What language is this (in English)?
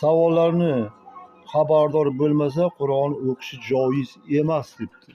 Uzbek